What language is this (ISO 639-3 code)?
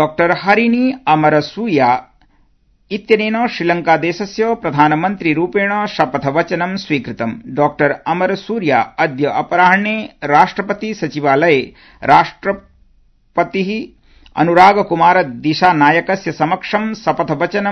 san